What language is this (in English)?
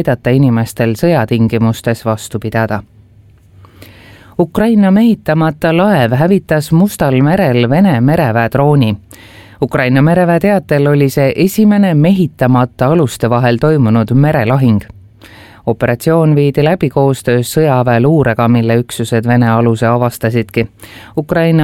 Estonian